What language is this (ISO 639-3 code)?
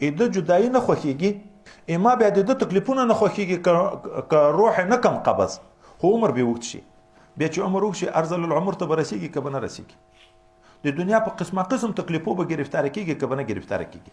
pus